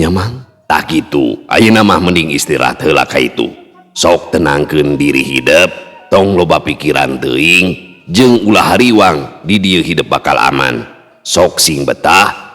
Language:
Sundanese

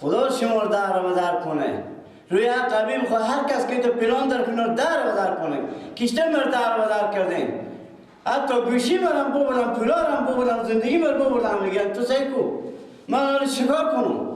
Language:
Persian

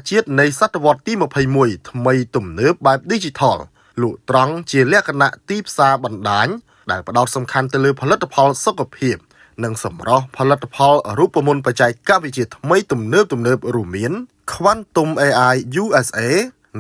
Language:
Khmer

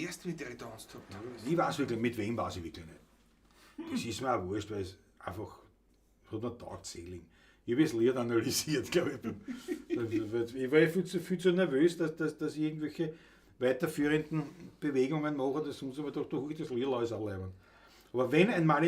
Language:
Bavarian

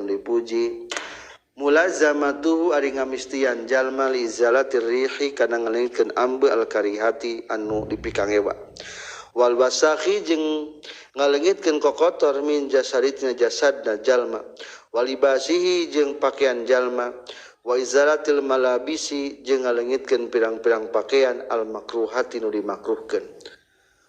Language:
Sundanese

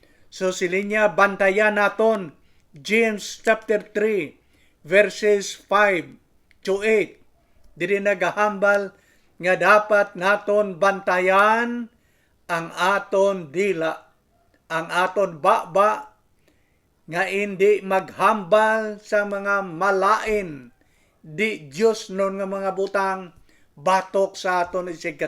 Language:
Hiligaynon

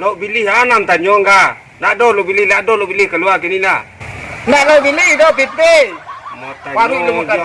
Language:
Minangkabau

